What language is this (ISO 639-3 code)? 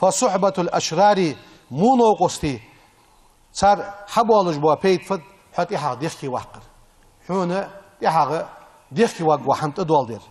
inh